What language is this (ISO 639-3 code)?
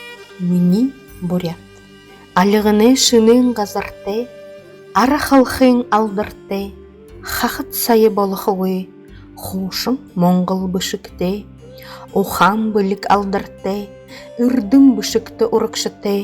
bua